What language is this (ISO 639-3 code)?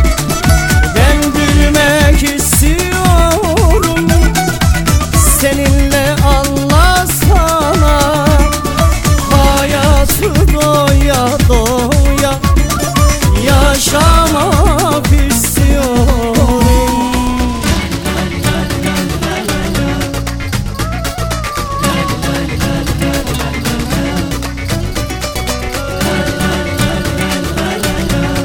tur